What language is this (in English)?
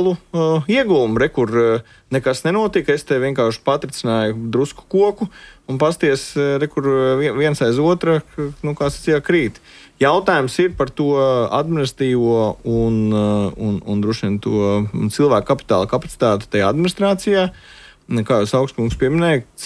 Latvian